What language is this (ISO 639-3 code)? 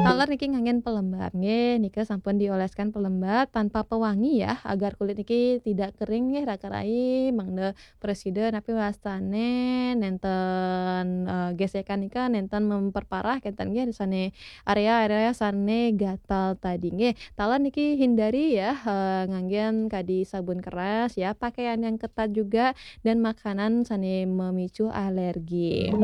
ban